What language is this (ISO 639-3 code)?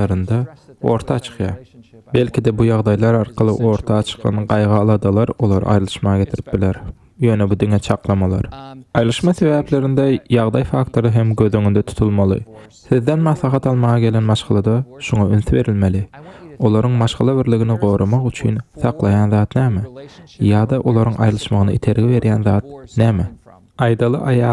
tuk